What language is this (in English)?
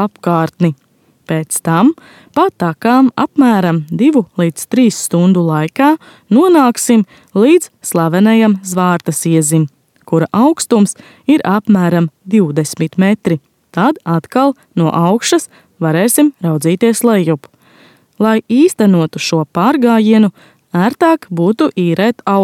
Latvian